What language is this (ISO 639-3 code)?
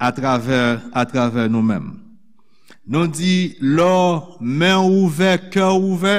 hat